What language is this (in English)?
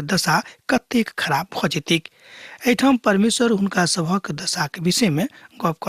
Maithili